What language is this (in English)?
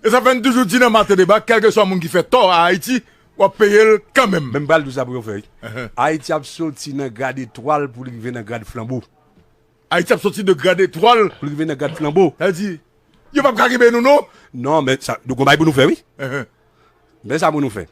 Haitian Creole